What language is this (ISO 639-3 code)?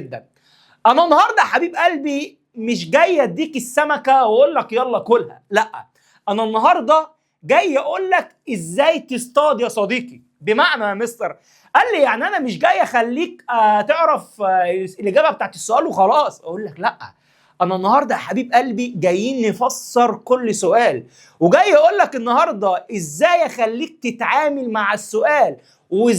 arz